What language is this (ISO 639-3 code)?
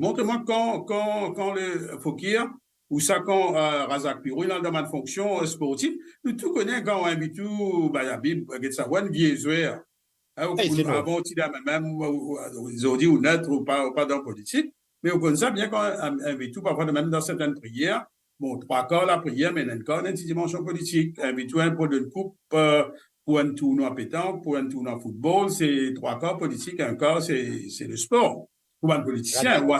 mfe